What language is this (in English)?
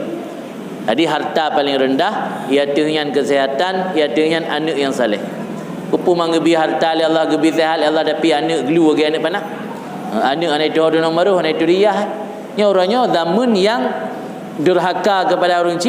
Achinese